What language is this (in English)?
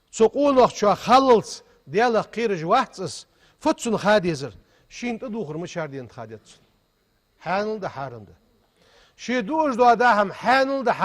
Ingush